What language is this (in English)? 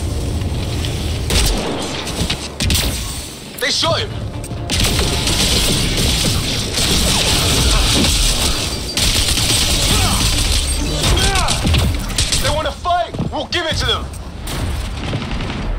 English